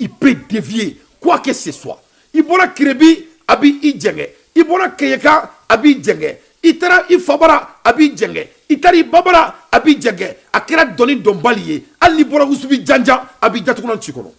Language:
Bambara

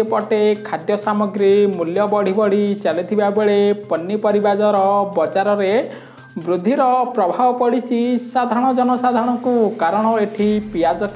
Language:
Odia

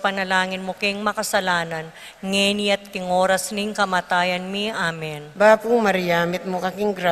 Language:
Pampanga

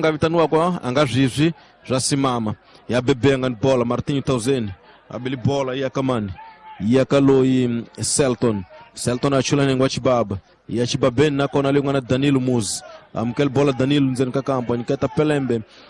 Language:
Tsonga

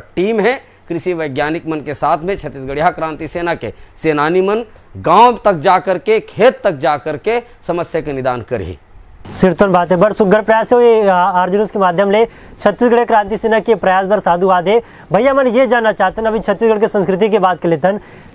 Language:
Chhattisgarhi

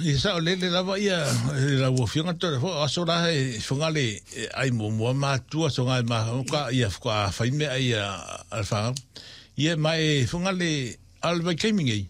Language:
Samoan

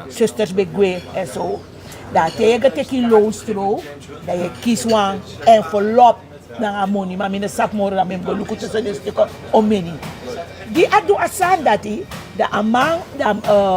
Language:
Sranan Tongo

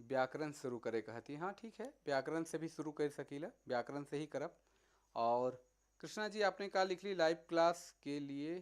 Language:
Sadri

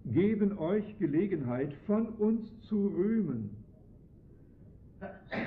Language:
German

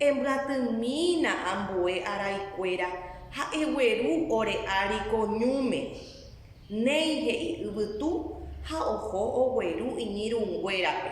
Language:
Guarani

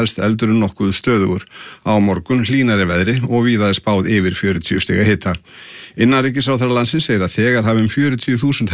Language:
Icelandic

